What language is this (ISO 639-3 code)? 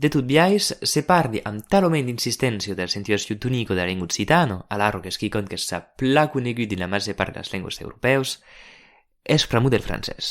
oci